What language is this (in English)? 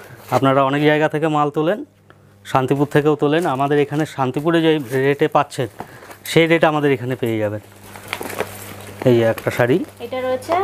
Bangla